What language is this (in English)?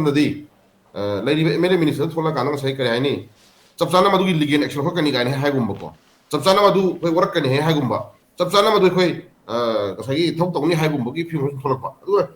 Manipuri